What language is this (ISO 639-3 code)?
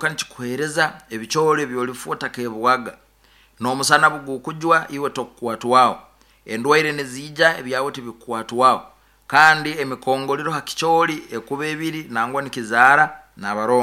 nyo